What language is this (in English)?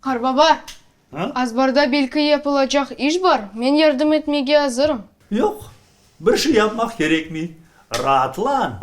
Crimean Tatar